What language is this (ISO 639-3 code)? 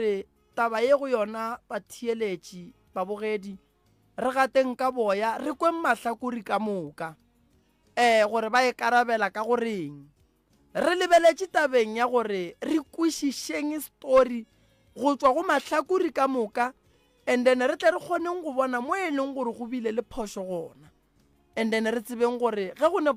nso